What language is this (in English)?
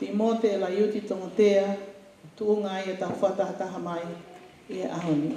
Tongan